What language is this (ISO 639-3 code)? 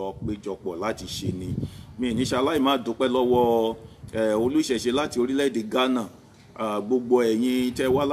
yor